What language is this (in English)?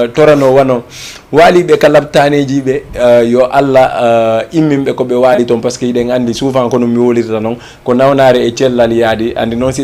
Fula